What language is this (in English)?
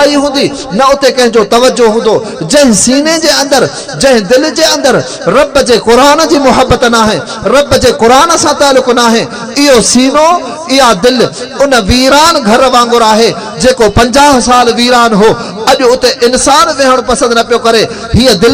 Sindhi